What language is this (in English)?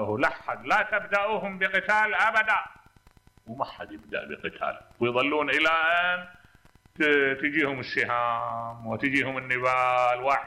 Mesopotamian Arabic